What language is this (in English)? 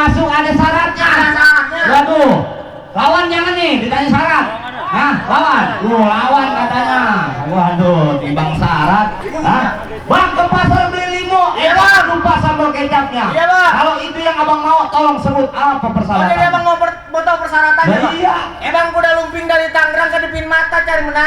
Betawi